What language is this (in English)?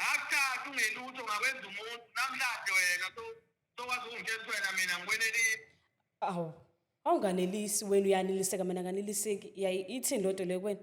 Zulu